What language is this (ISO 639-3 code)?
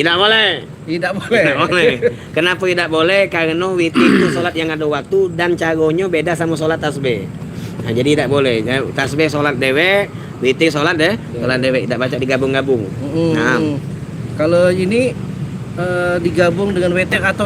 mui